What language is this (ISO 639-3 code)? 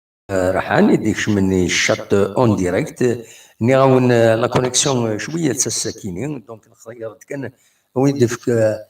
kab